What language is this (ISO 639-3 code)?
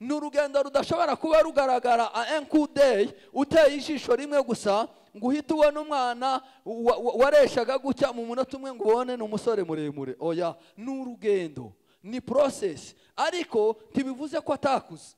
kin